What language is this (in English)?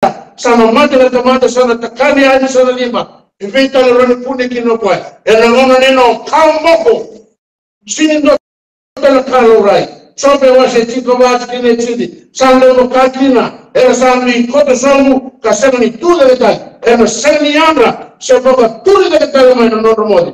Fijian